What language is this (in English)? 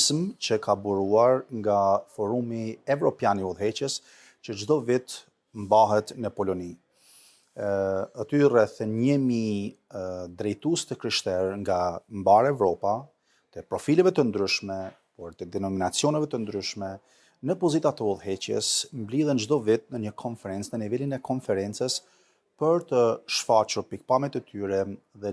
Albanian